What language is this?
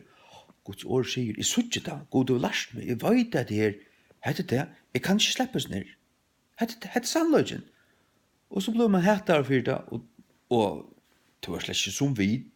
Faroese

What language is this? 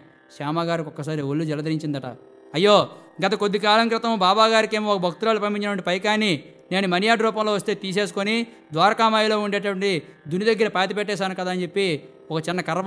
Telugu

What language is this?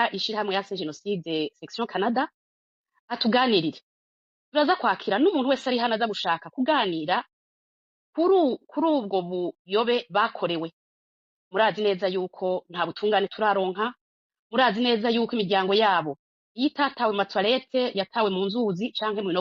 Rundi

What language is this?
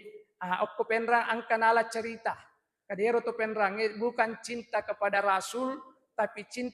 Buginese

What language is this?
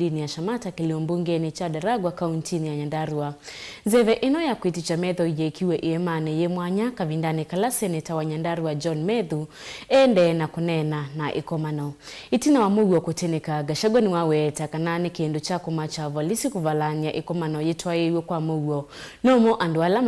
Kamba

